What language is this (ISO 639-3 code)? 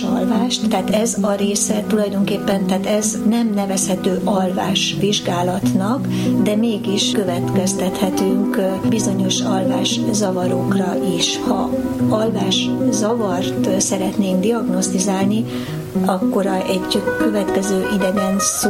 hun